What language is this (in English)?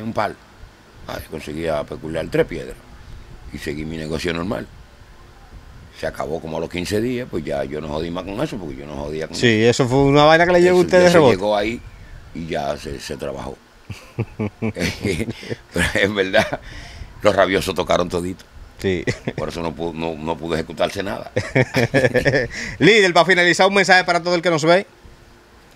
Spanish